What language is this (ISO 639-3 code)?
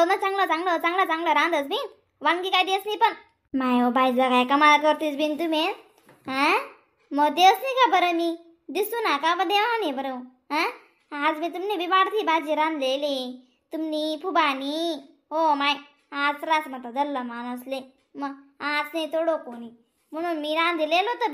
khn